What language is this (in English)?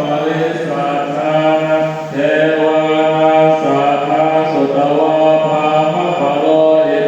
Pali